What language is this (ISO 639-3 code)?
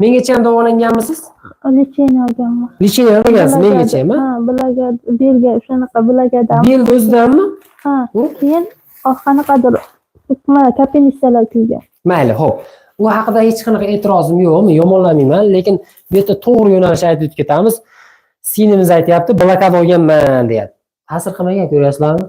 uzb